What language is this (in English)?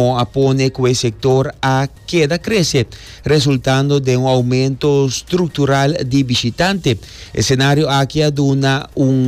Papiamento